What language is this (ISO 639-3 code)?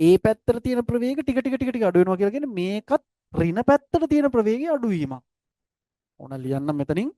sin